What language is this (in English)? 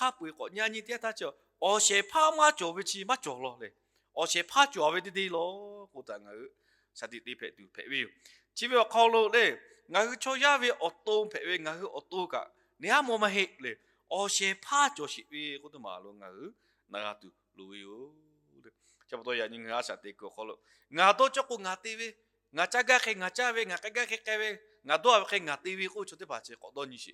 Lahu